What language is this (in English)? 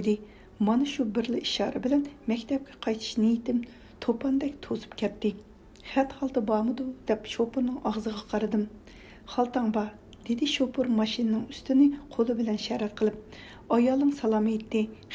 Uyghur